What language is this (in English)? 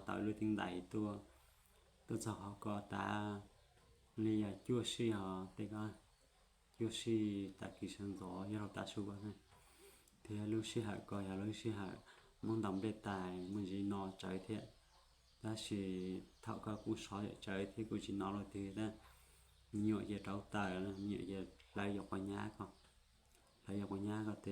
Hmong